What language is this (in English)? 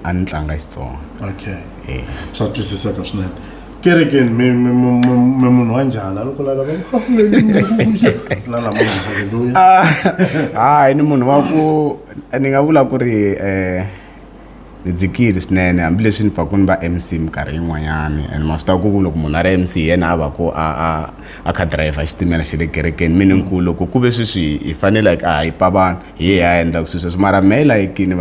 Tsonga